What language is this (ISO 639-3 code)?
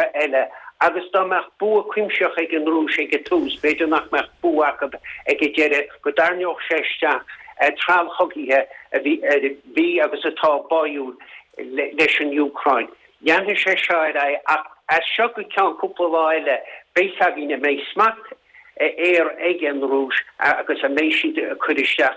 gle